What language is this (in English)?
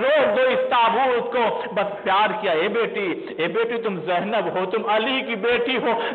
Urdu